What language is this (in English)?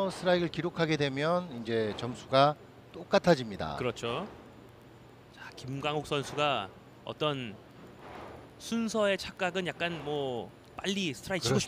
Korean